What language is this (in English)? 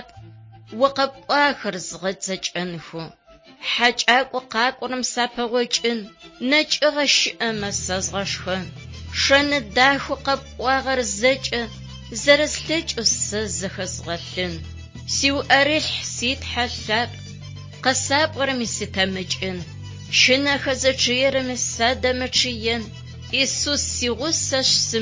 Adyghe